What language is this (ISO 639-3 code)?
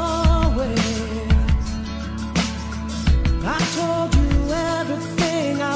eng